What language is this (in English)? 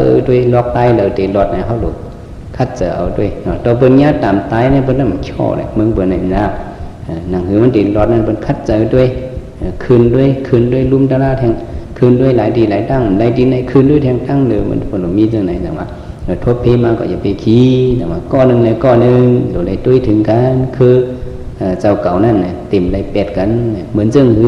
Shan